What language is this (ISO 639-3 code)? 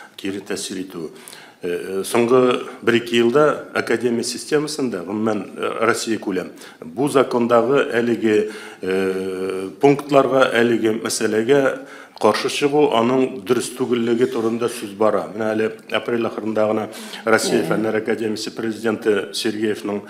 tat